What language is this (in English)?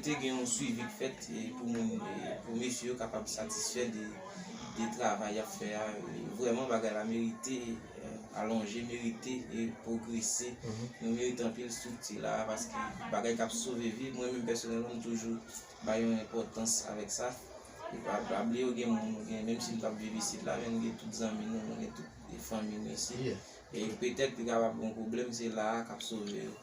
Haitian Creole